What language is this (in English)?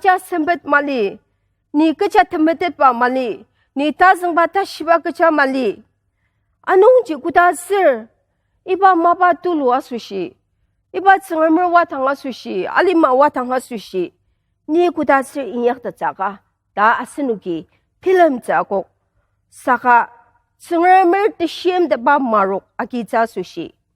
Ao Naga